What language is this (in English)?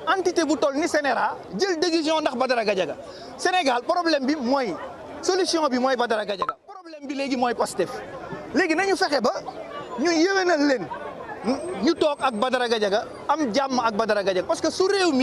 Wolof